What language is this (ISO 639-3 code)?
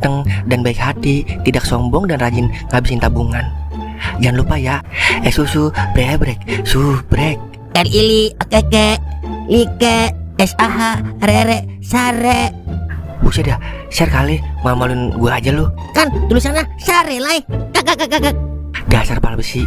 bew